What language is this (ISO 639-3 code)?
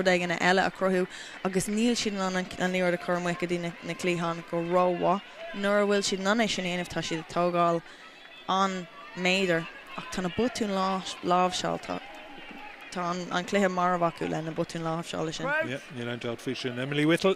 gle